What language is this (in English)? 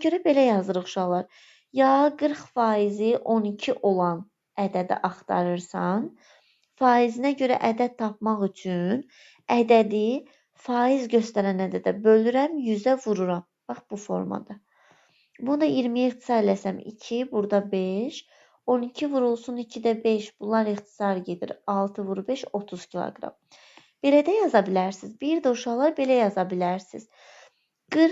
Azerbaijani